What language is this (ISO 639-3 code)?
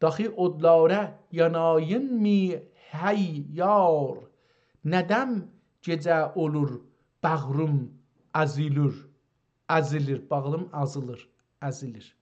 azb